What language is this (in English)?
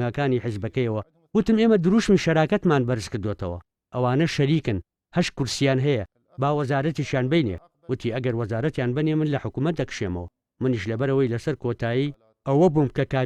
Central Kurdish